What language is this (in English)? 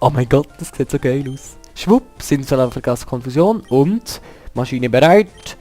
Swiss German